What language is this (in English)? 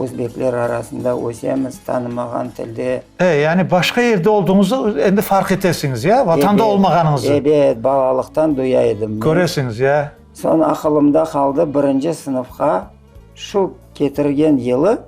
Crimean Tatar